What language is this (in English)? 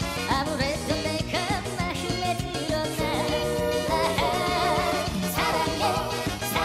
Korean